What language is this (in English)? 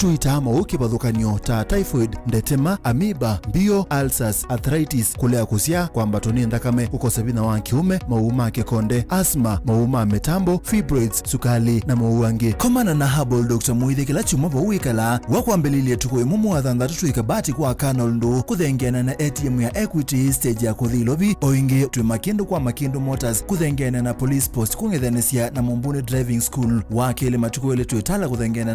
Kamba